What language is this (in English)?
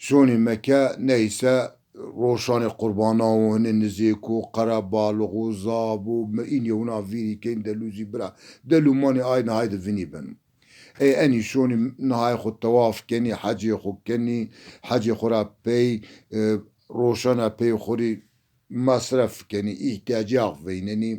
Zaza